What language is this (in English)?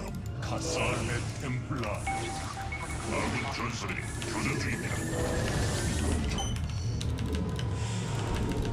Korean